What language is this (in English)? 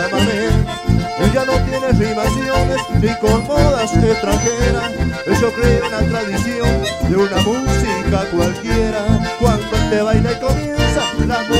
Spanish